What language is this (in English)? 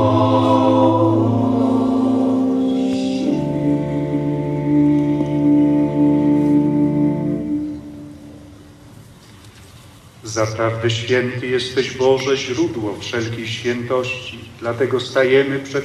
Polish